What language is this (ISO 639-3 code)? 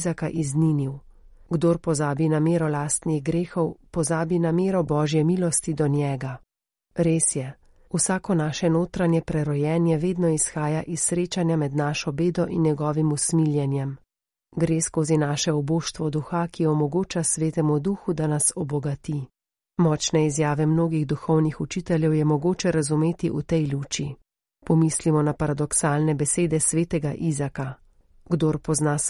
slv